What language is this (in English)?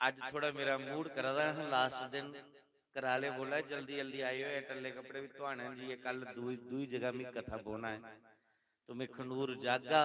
Dogri